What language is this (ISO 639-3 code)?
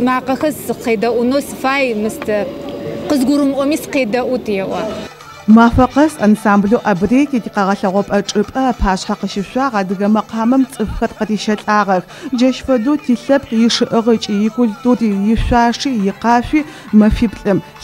ady